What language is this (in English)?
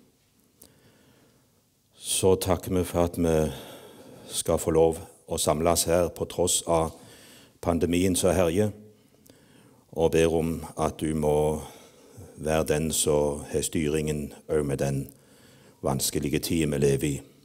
Norwegian